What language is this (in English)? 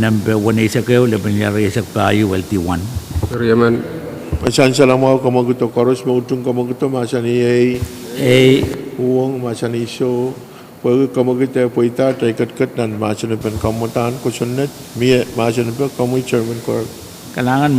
Pohnpeian